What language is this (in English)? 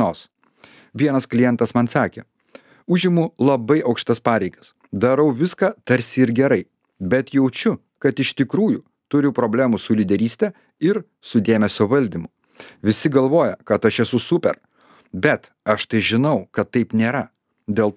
Lithuanian